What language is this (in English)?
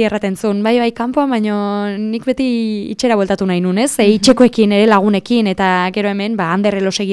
Basque